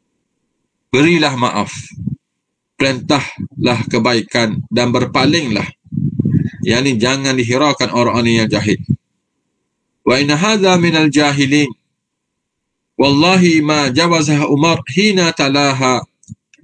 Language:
Malay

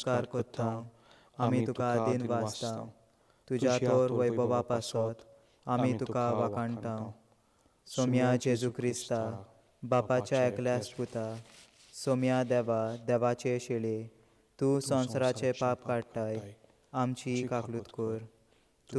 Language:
Konkani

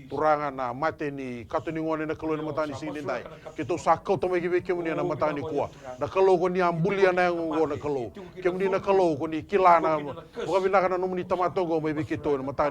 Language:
Fijian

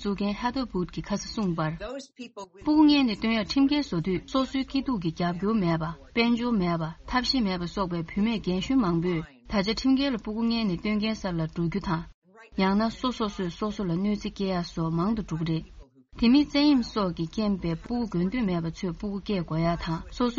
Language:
Tibetan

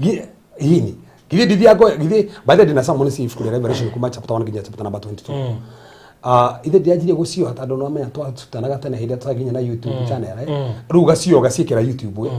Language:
Kikuyu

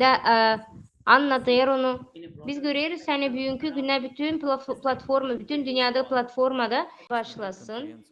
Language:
Gagauz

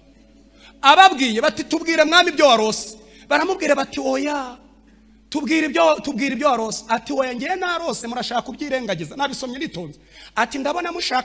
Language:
Kinyarwanda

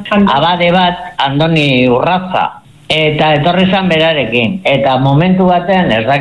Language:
Basque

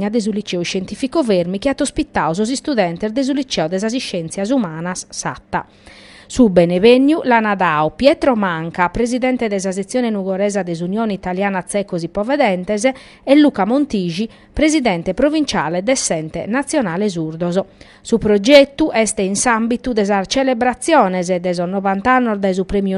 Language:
Sardinian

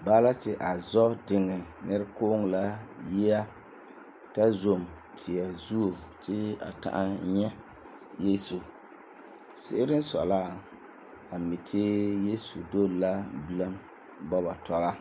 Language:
Frafra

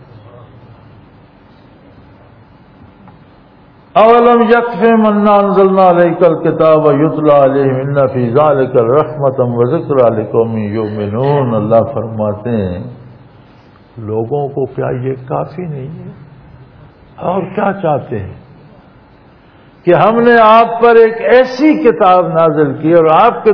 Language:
Urdu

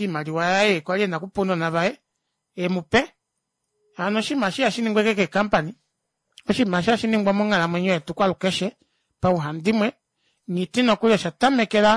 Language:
Kuanyama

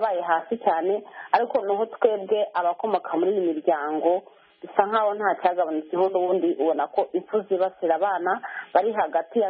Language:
Kinyarwanda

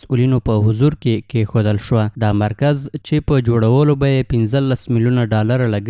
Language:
Pashto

